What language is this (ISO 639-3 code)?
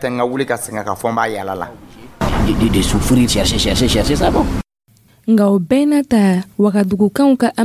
dyu